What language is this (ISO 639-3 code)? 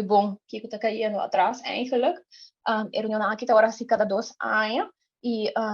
pap